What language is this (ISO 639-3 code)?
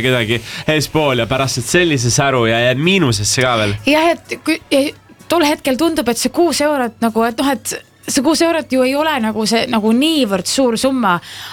est